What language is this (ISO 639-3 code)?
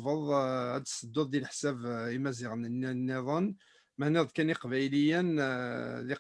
kab